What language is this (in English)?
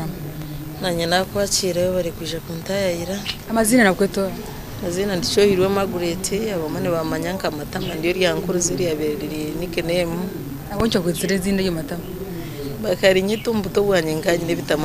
Nyankole